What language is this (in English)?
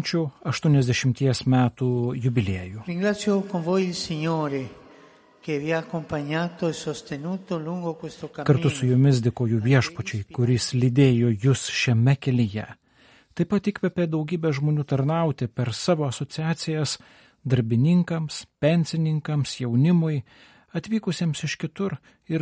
Lithuanian